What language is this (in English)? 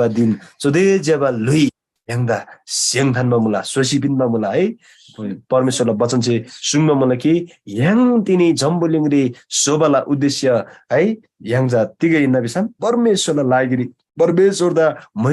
Eastern Tamang